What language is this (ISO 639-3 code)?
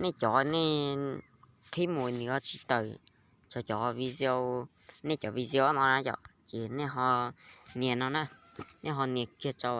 hmn